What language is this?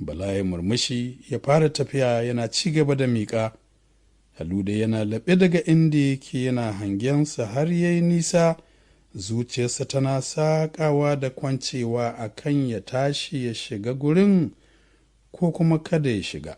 Hausa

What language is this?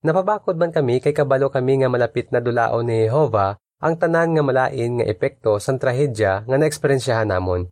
Hiligaynon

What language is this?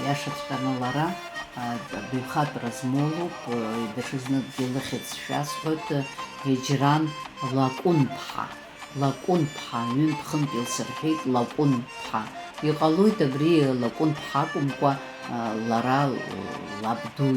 Abkhazian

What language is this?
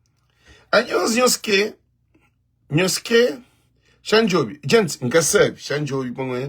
Kabuverdianu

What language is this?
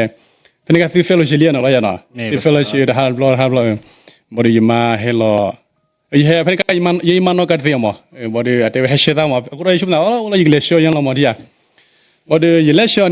S'gaw Karen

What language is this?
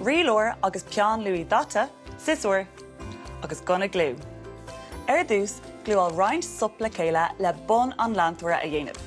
Irish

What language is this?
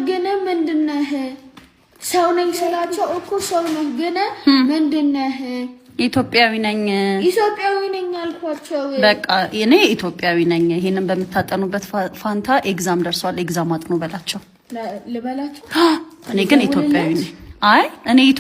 Amharic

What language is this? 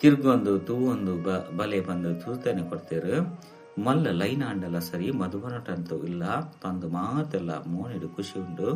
Tulu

